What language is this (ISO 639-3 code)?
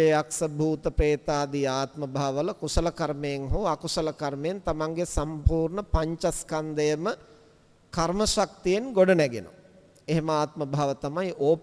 sin